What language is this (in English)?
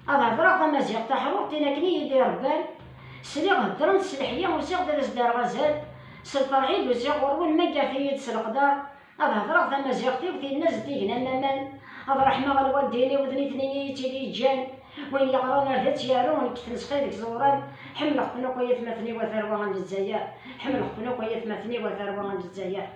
Kabyle